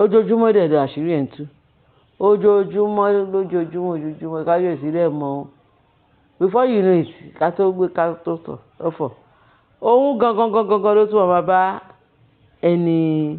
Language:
Yoruba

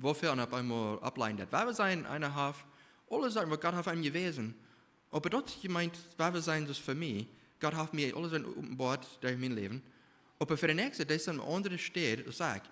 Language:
Plautdietsch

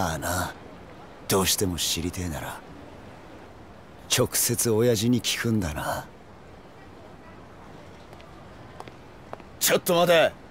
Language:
Japanese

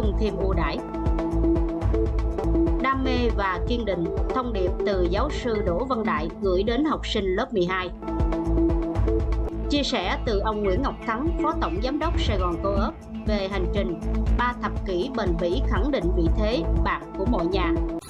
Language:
Vietnamese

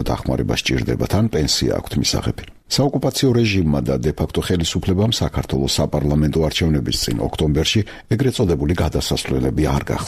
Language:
Georgian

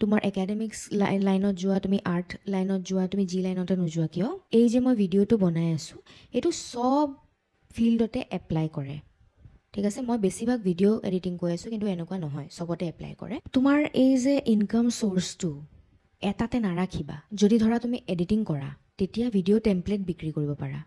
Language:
Assamese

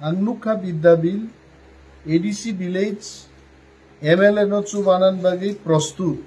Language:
Kok Borok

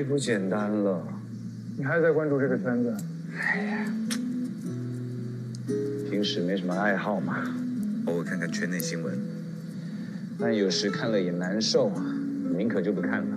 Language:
Chinese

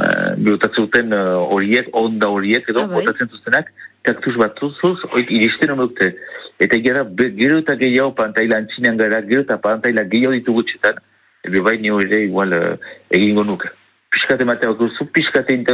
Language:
Basque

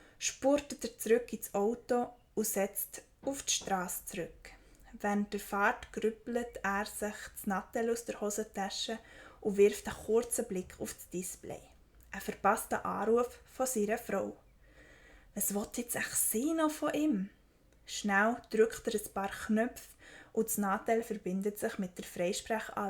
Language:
Swiss German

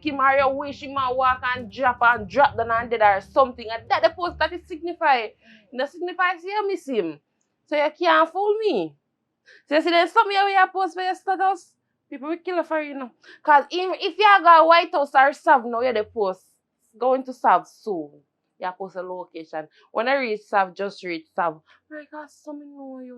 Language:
Jamaican Creole English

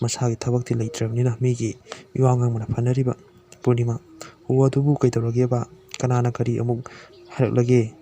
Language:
Manipuri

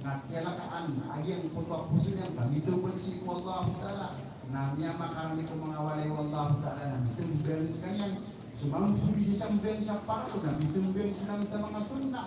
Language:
Maranao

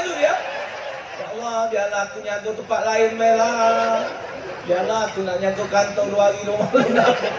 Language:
Musi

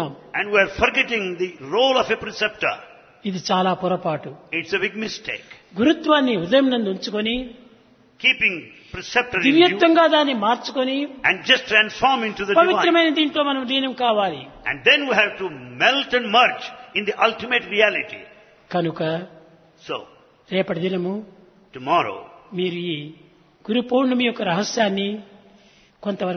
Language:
Telugu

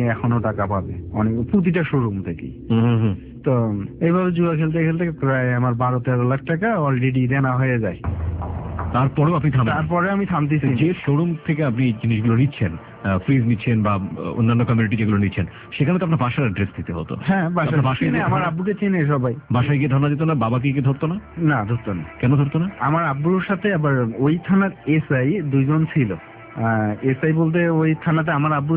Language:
Bangla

